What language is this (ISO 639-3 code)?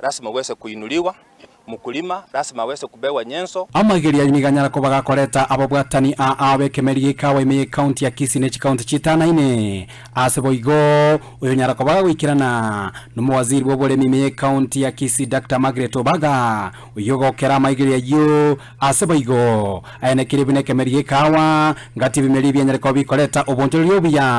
guz